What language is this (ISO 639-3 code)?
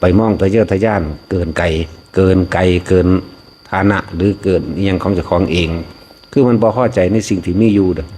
tts